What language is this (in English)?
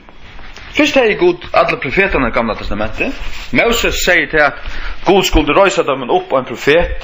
Faroese